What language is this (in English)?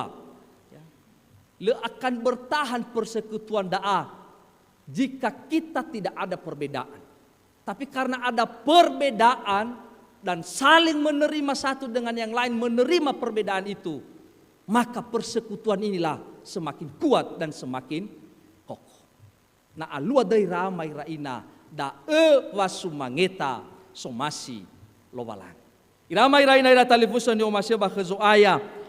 Nias